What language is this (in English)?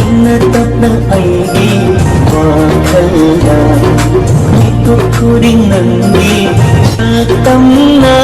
Manipuri